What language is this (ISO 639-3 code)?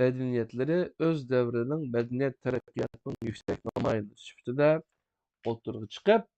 uig